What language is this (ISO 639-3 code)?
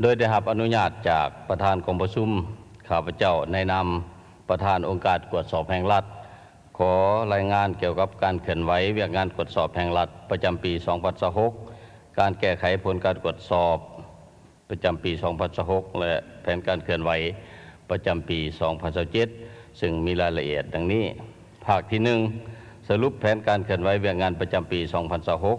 lao